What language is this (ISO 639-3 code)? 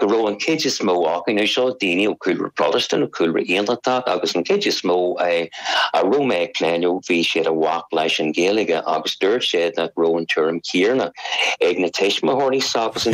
gle